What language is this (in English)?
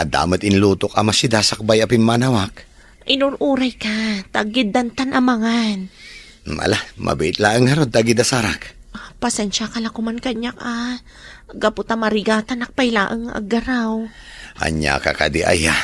Iloko